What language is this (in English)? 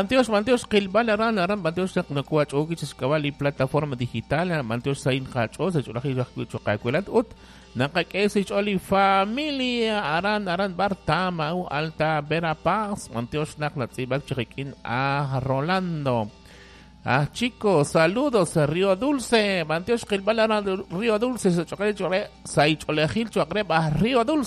Kekchí